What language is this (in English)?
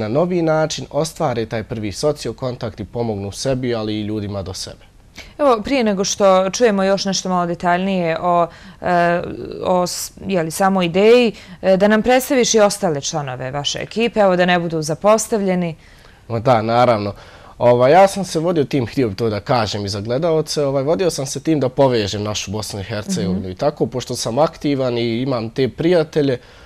Bosnian